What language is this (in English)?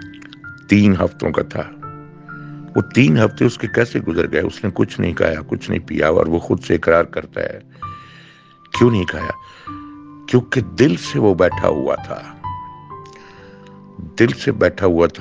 Urdu